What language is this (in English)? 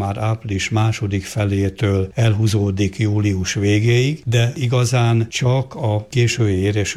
Hungarian